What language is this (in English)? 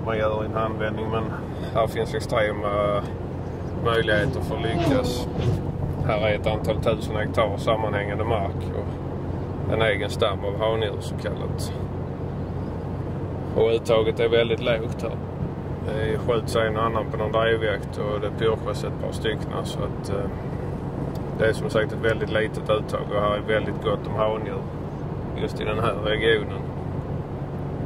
Swedish